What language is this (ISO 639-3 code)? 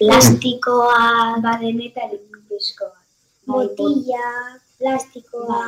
eus